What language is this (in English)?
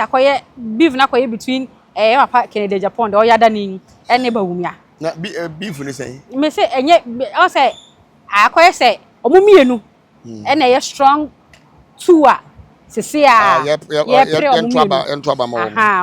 Akan